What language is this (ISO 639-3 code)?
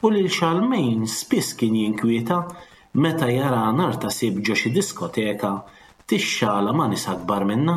mlt